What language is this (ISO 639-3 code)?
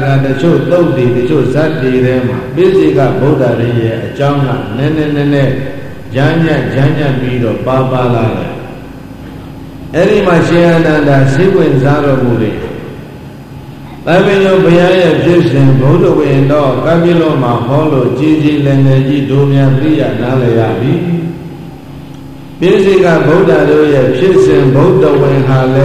mya